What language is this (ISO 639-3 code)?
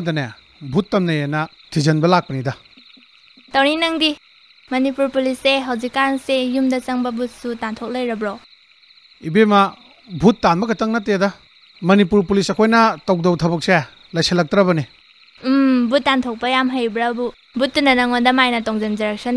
mni